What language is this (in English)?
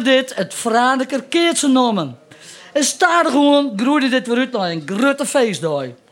Western Frisian